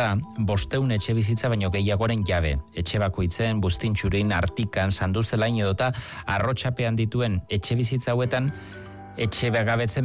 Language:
Basque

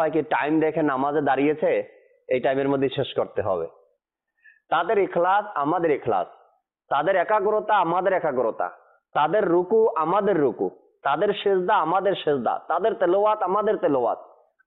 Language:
Bangla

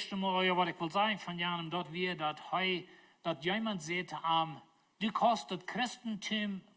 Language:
Plautdietsch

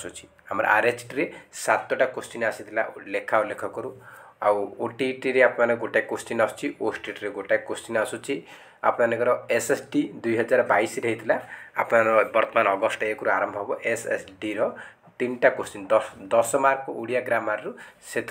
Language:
Odia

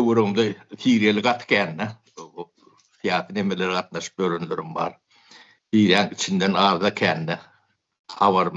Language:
Turkmen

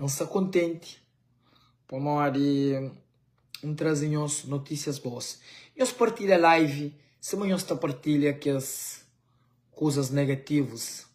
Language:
Kabuverdianu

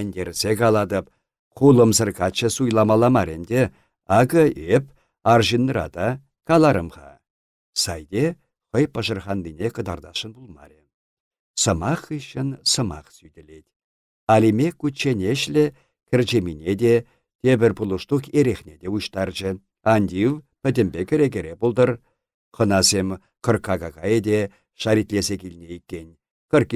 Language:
Chuvash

